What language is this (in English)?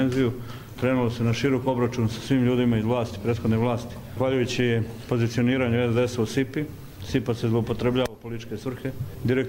Bosnian